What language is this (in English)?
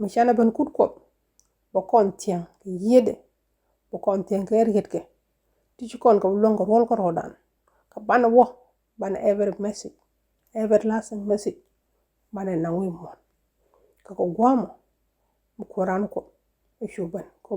Nuer